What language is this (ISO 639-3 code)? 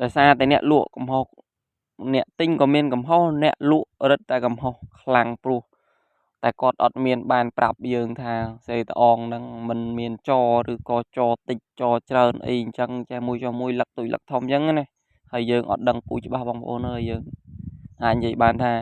khm